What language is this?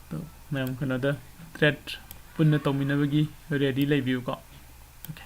Manipuri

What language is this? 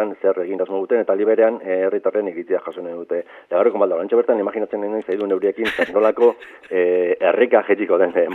Basque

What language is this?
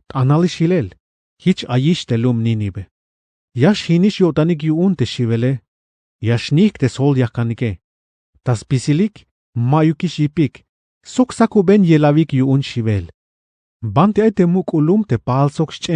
Tzeltal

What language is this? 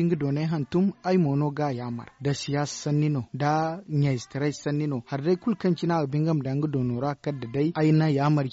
Zarma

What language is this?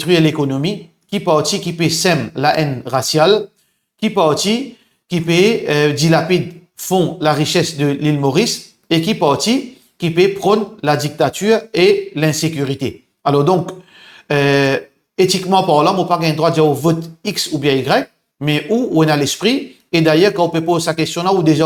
Morisyen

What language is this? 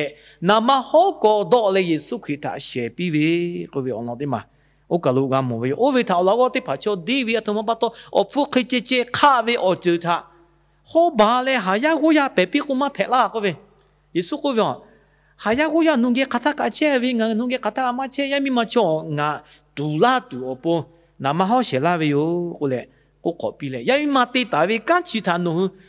Lahu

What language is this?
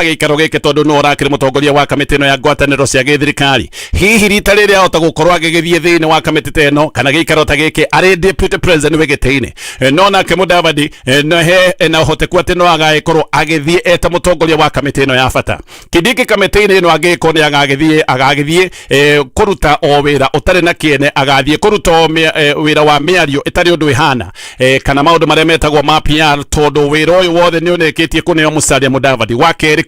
Kikuyu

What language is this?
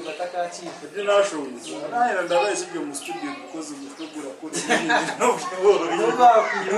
Nyankole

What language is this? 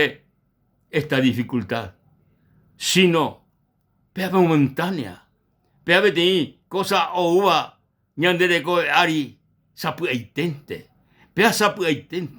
Guarani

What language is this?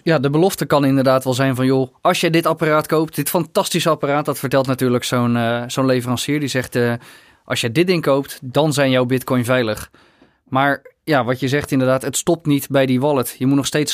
Dutch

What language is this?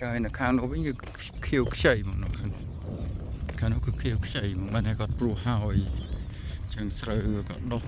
Khmer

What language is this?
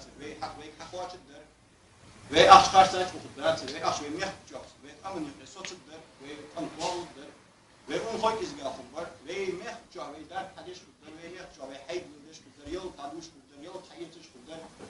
Ingush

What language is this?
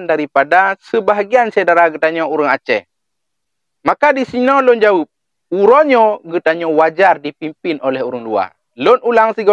Achinese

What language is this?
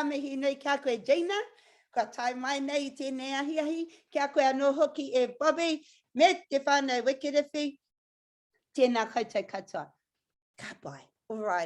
Māori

